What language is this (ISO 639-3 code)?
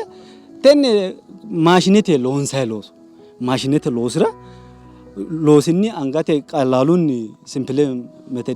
sid